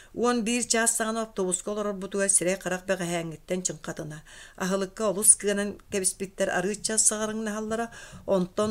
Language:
Yakut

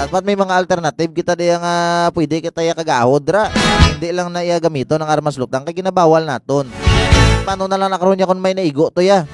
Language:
Hiligaynon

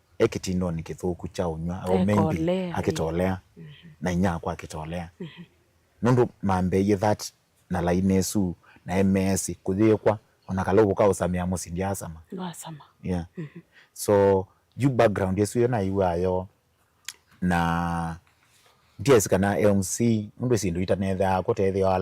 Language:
Kamba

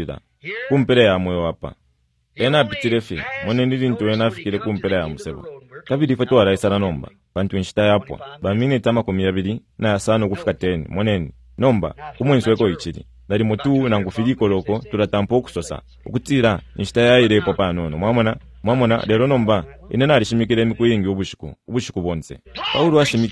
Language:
Bemba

